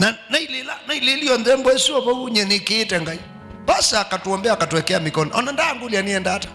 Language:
Kamba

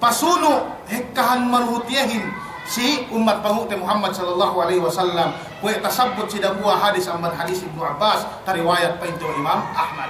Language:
Yakan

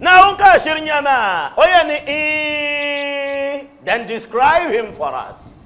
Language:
Dagbani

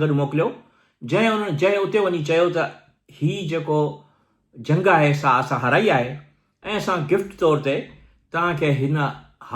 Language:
Sindhi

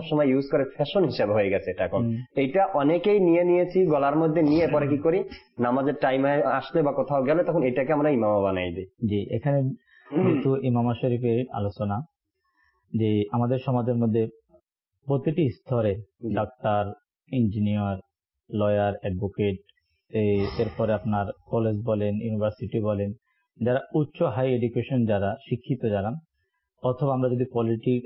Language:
Bangla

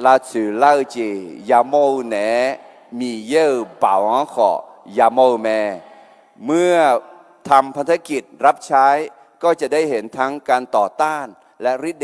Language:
Akha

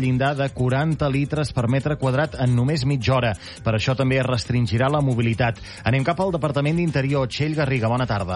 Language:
Catalan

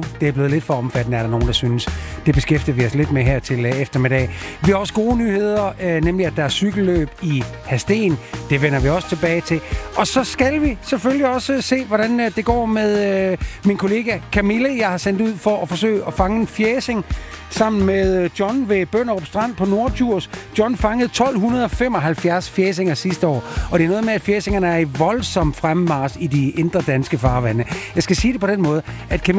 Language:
Danish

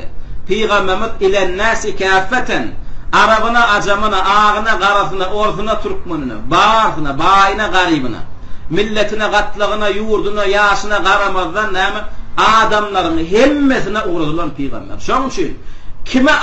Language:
Turkmen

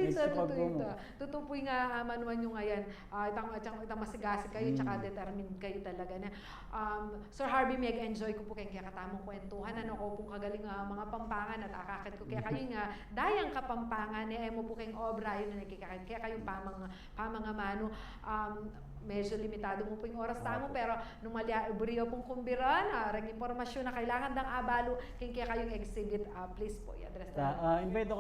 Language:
Pampanga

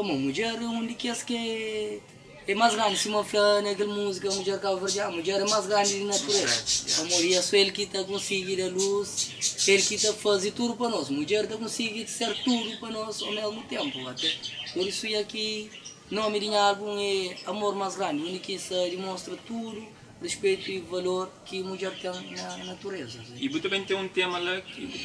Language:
Kabuverdianu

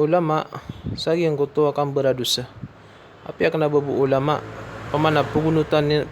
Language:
Maranao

